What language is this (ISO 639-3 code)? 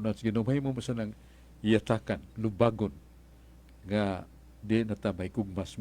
ceb